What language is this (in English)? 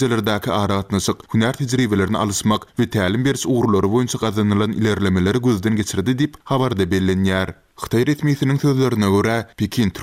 Turkmen